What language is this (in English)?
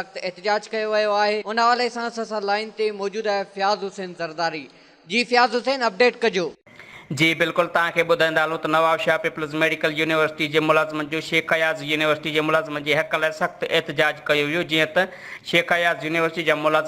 Sindhi